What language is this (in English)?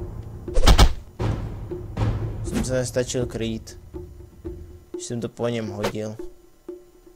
Czech